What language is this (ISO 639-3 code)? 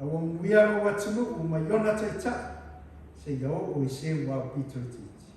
smo